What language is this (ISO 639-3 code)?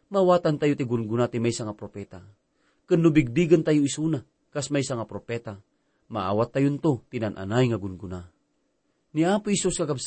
ilo